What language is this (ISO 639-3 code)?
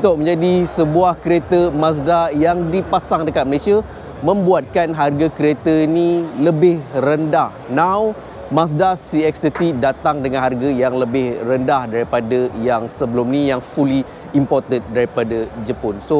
msa